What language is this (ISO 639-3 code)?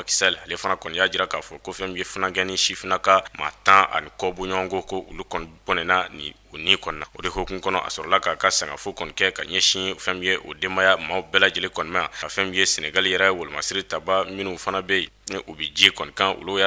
bam